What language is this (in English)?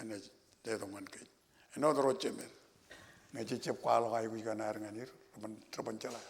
Marshallese